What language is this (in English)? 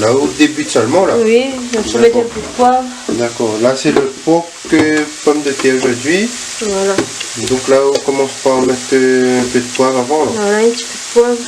Réunion Creole French